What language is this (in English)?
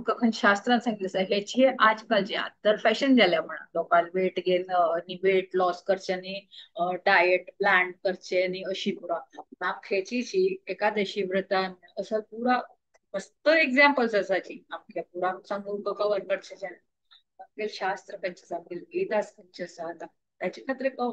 Konkani